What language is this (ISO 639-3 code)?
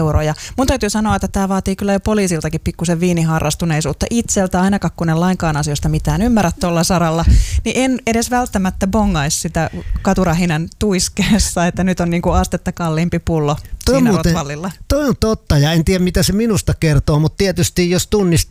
fin